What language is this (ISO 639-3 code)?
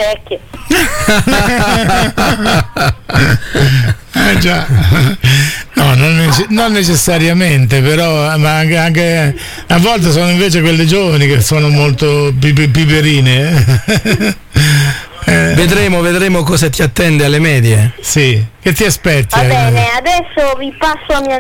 ita